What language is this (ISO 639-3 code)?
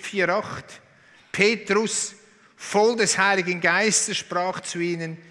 gsw